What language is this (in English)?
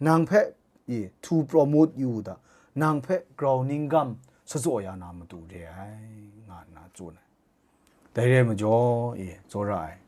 Kachin